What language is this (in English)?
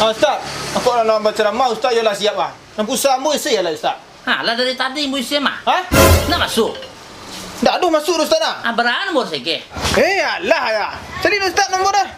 Minangkabau